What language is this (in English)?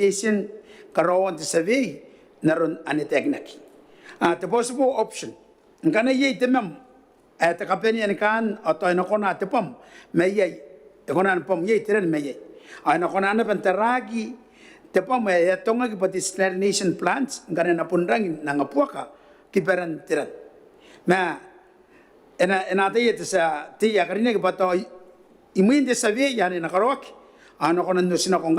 Gilbertese